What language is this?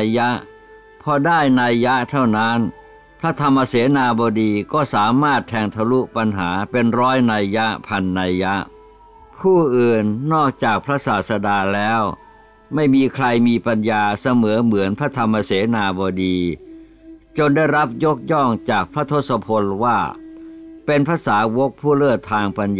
Thai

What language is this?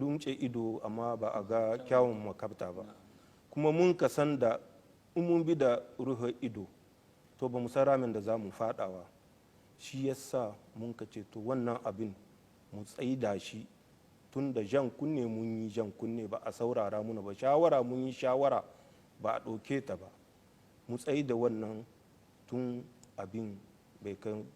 Hausa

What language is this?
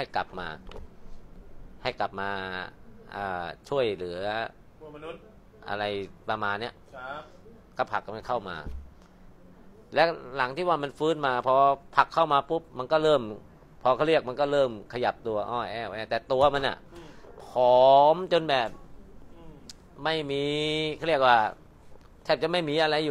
Thai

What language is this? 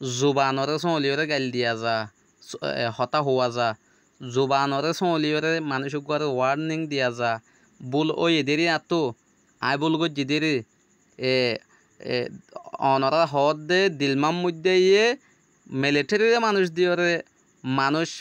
Rohingya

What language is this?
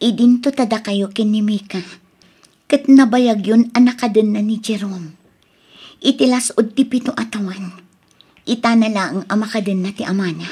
Iloko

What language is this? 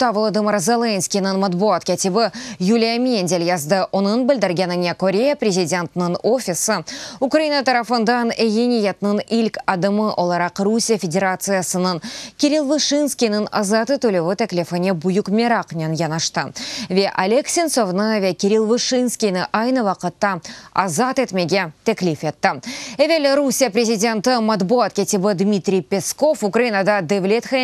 Crimean Tatar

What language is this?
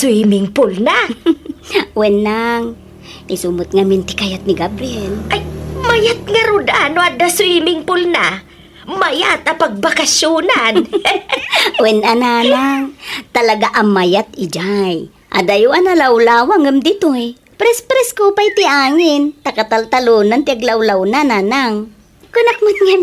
Iloko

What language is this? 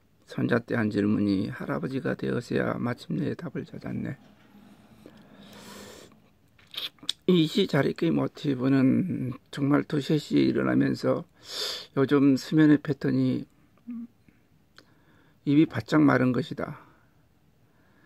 Korean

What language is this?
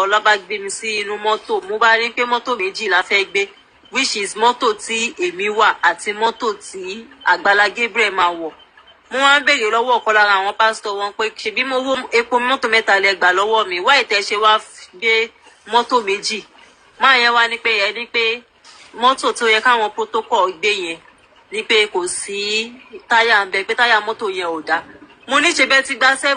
Yoruba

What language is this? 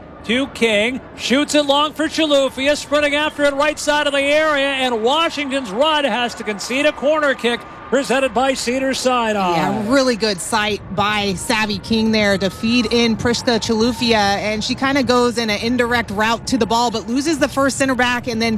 English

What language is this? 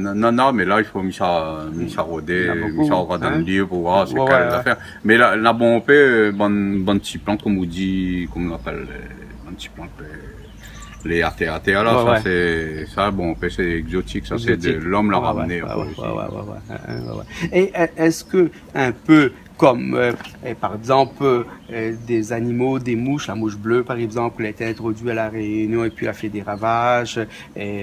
Réunion Creole French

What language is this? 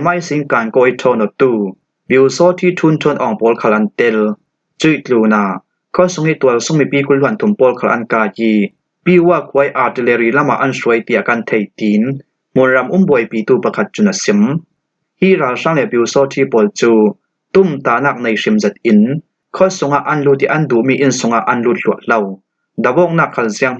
Falam Chin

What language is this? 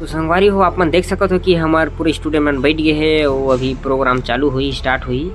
Chhattisgarhi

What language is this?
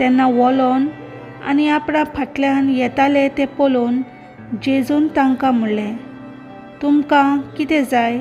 Konkani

